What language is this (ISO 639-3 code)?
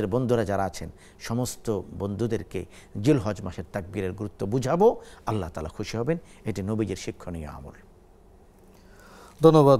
ben